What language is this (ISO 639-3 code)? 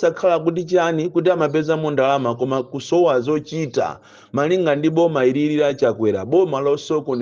nya